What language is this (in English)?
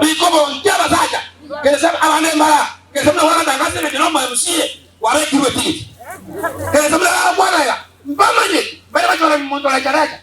Gusii